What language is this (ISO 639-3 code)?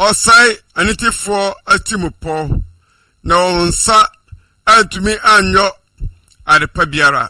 aka